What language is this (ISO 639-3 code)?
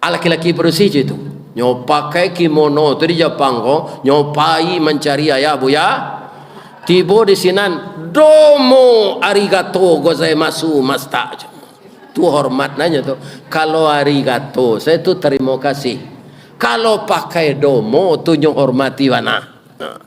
min